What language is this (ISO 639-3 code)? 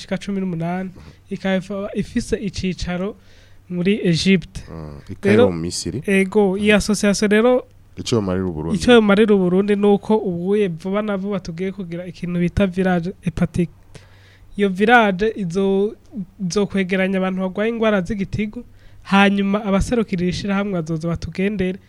run